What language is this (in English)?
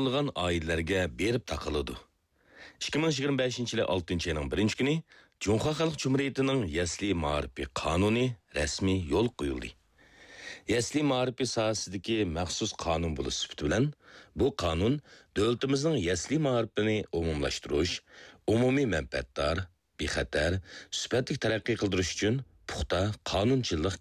Uyghur